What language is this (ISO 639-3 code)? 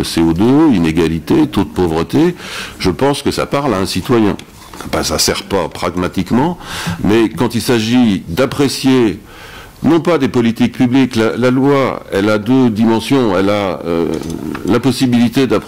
fra